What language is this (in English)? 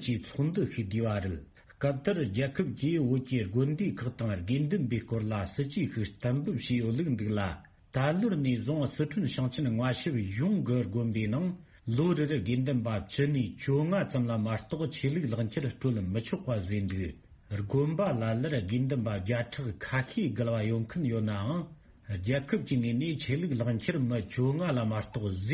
Tibetan